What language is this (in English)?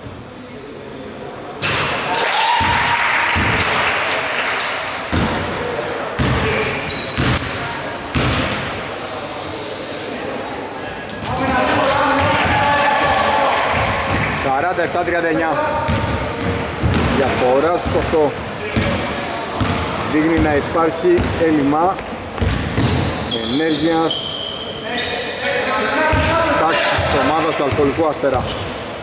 Greek